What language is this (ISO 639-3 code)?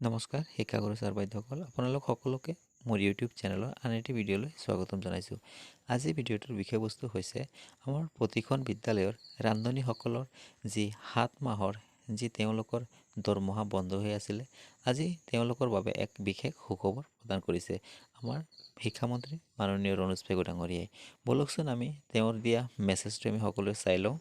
asm